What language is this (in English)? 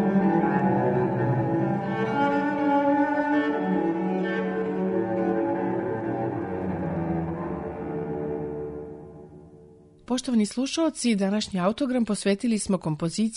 Serbian